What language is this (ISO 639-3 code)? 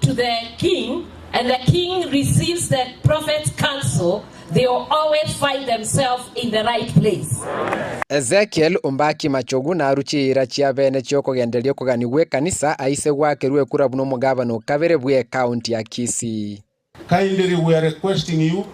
guz